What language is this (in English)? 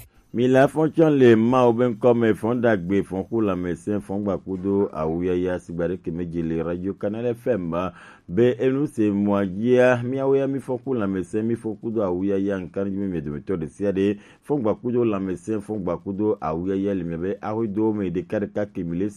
Gen